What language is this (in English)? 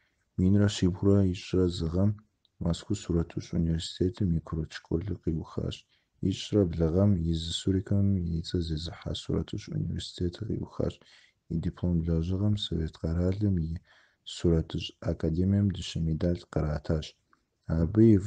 Kabardian